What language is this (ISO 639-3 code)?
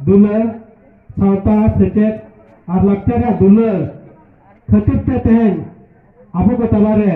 sat